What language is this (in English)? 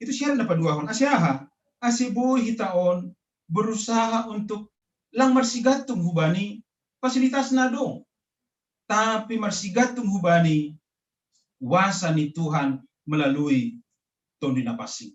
Batak Simalungun